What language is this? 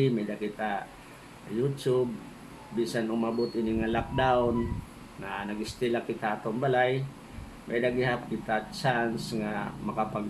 Waray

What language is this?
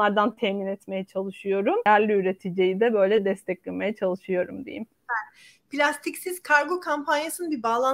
Turkish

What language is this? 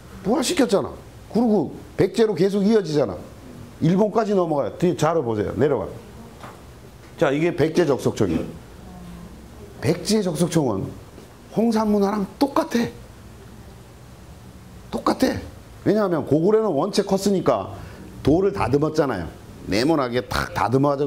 Korean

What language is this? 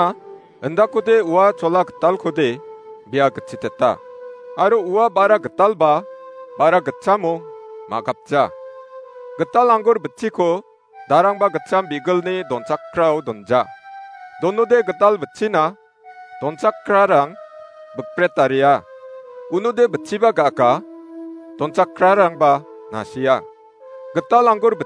Garo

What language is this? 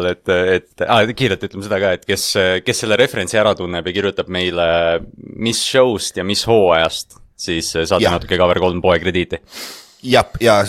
Estonian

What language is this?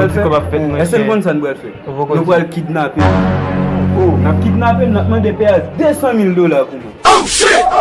Haitian Creole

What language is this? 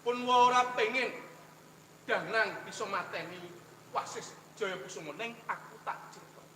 Javanese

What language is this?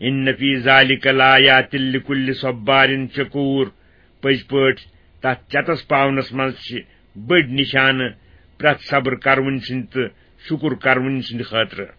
Kashmiri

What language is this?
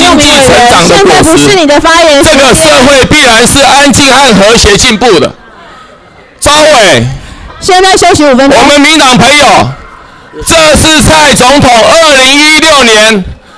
Chinese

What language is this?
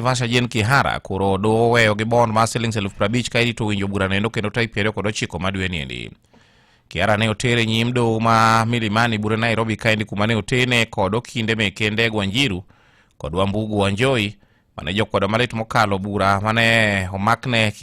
Luo (Kenya and Tanzania)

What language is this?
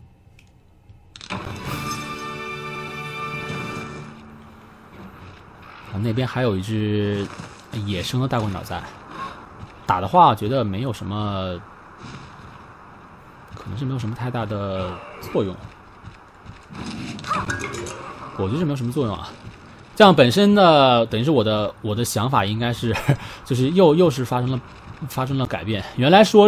Chinese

